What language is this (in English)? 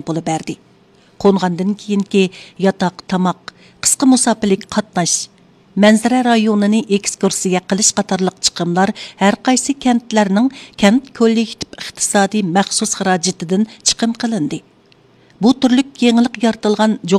Uyghur